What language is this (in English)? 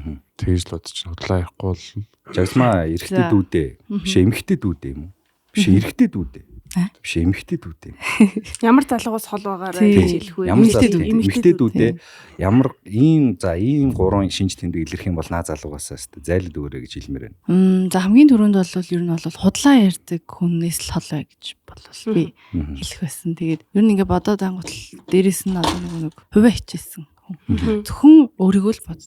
Mongolian